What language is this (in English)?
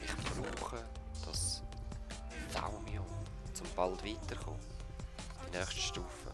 Swiss German